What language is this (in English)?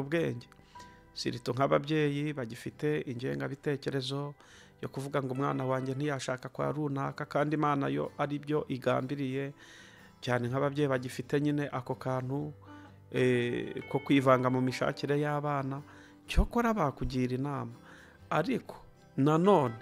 Kinyarwanda